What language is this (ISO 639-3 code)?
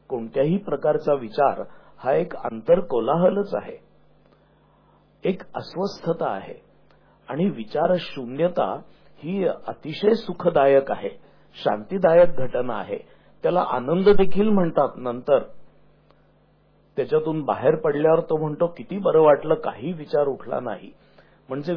mar